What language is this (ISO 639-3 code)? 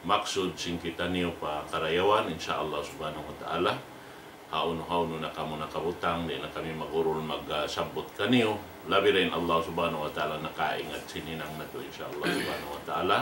tsg